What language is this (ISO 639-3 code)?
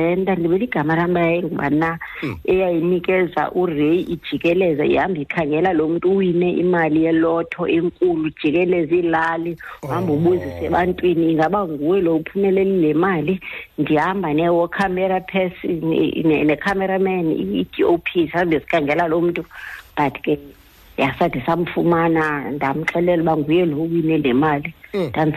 xho